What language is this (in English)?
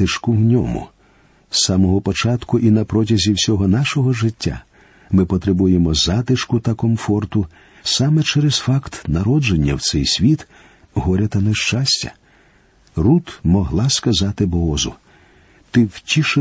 Ukrainian